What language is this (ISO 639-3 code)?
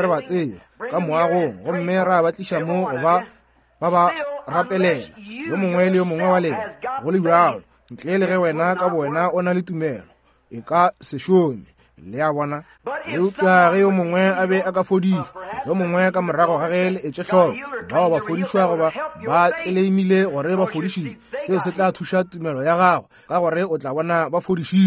nso